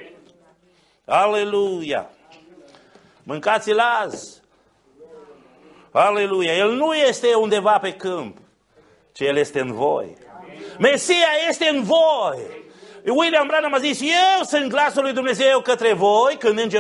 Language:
Romanian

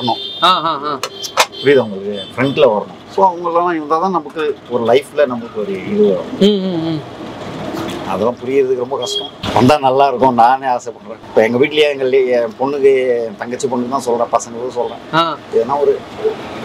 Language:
Tamil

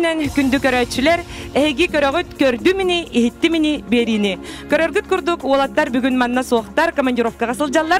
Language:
Yakut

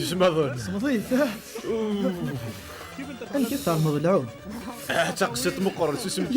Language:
Kabyle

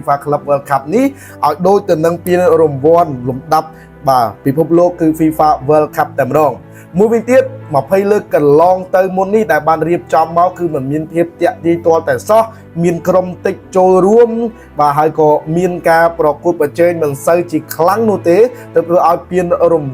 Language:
Khmer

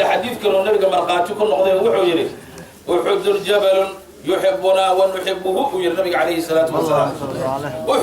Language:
Somali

